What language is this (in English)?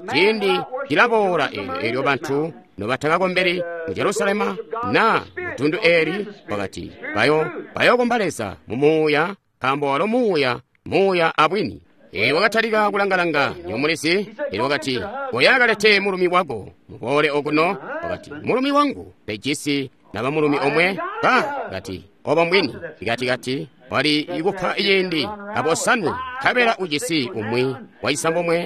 Tonga (Zambia)